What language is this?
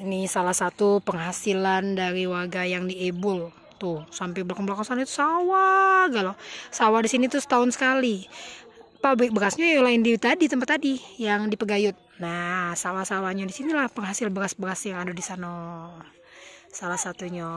Musi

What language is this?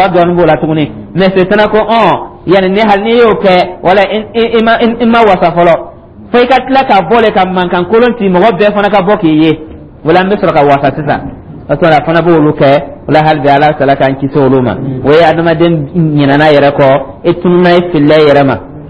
Dyula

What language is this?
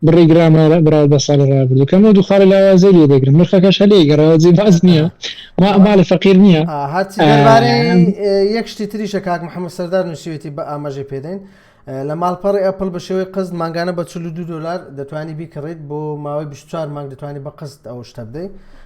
Central Kurdish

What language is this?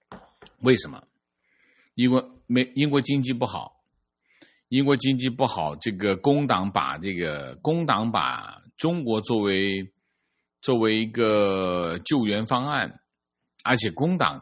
Chinese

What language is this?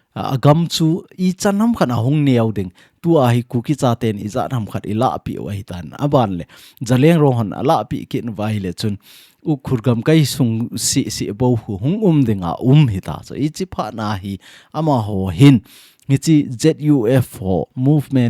Thado Chin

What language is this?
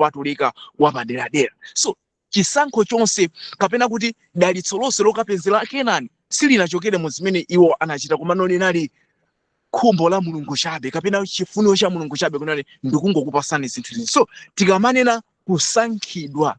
Nyanja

